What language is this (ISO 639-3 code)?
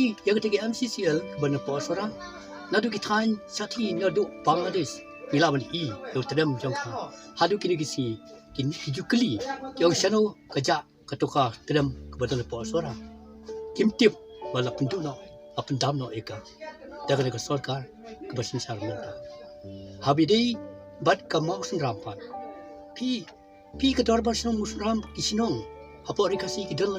kha